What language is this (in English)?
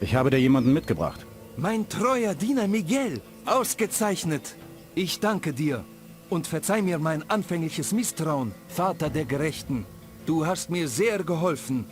Bavarian